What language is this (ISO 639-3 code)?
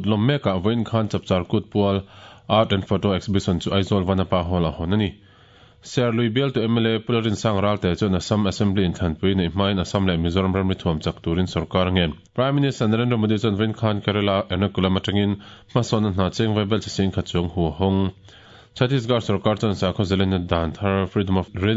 lus